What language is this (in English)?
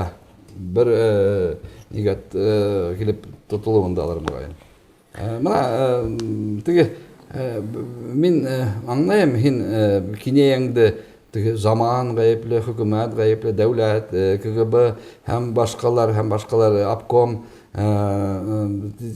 Bashkir